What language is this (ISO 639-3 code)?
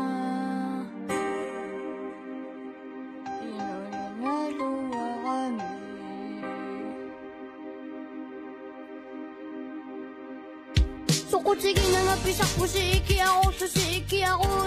kal